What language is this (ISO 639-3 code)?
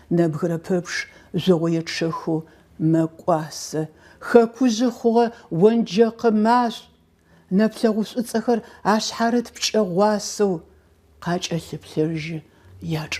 ady